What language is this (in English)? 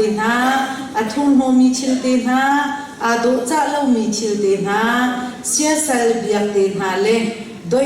Hakha Chin